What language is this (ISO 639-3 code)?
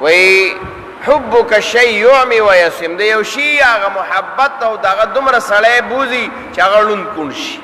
pus